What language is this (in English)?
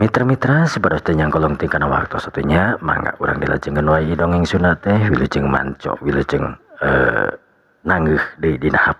Sundanese